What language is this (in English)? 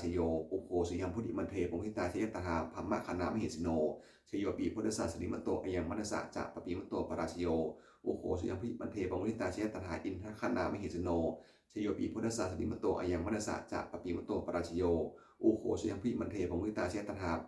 Pali